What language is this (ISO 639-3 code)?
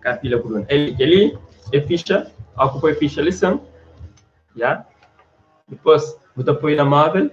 kea